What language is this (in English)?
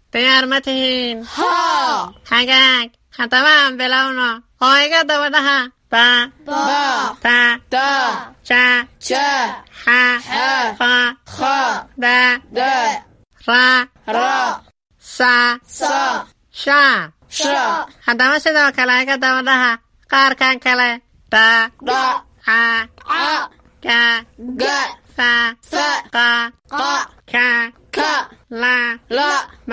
Somali